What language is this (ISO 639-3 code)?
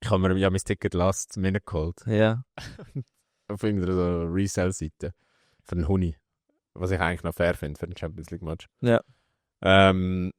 gsw